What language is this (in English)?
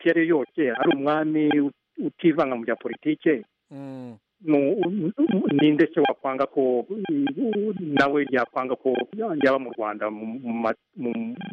Kinyarwanda